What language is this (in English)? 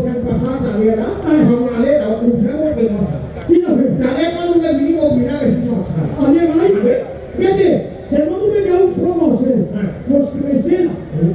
Morisyen